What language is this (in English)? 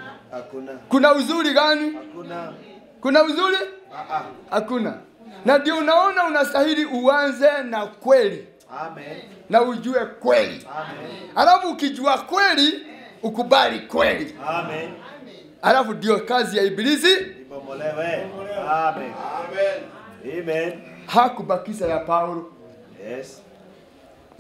Swahili